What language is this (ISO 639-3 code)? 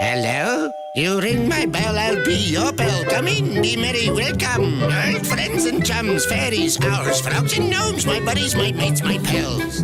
tsn